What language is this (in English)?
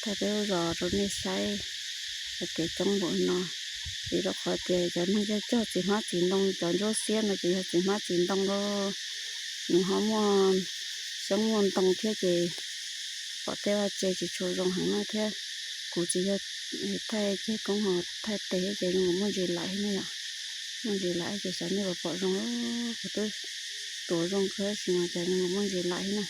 Hmong